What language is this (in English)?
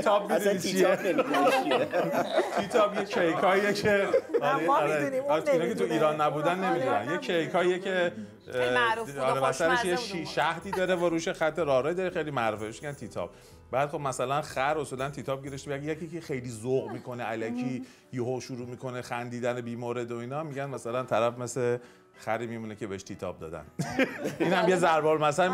Persian